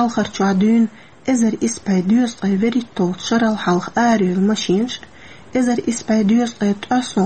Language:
Chechen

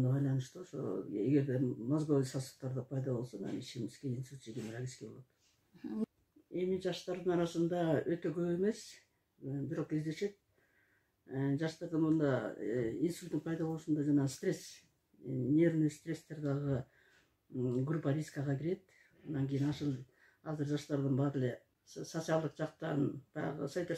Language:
Kyrgyz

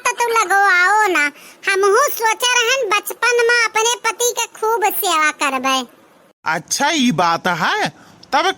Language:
Awadhi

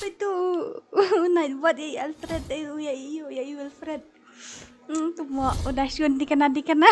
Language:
Khasi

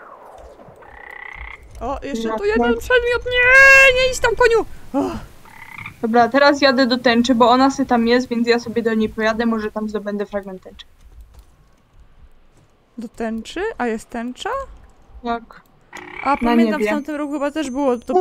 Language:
Polish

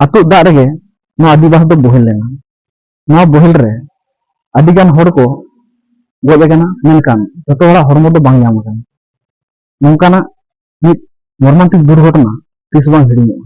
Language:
Santali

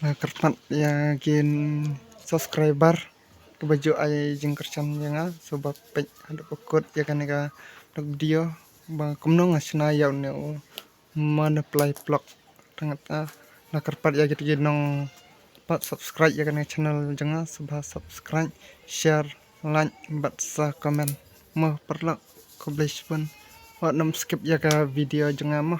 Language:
Khasi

